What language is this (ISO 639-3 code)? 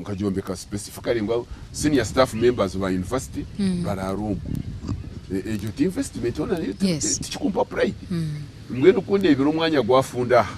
nyn